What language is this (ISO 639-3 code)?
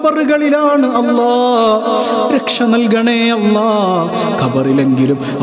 mal